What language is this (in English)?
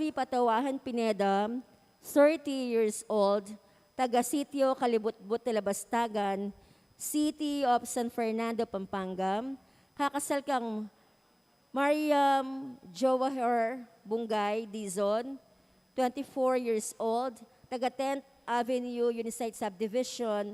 Pampanga